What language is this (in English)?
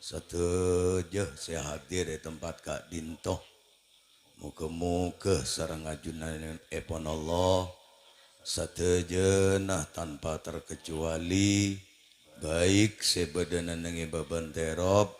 Madurese